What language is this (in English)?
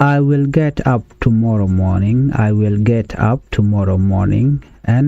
Nuer